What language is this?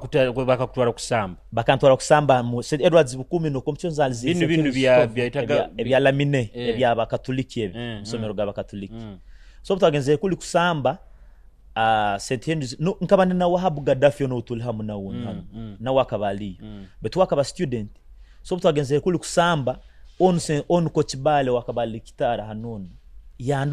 Nyoro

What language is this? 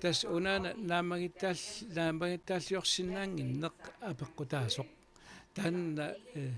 Kalaallisut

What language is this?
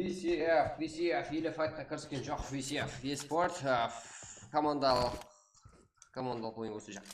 Kara-Kalpak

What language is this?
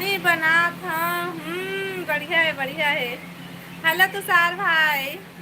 Chhattisgarhi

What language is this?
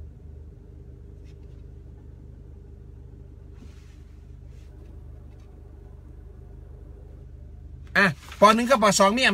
Thai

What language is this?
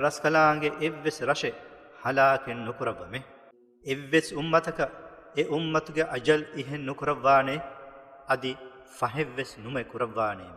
Divehi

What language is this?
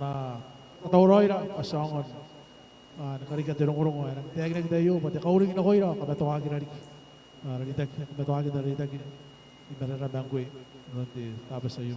Gilbertese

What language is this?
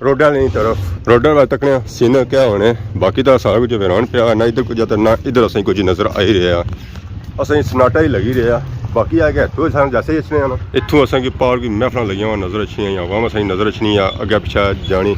Pahari-Potwari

